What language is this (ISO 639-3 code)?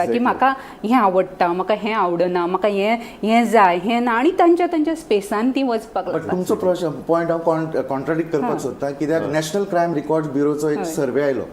kok